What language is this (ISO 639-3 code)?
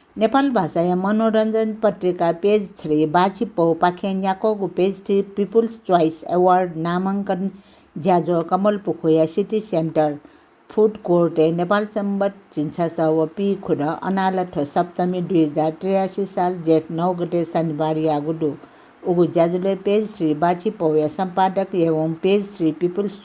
new